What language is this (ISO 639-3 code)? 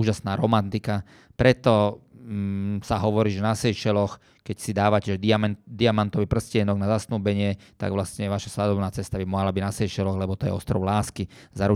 slk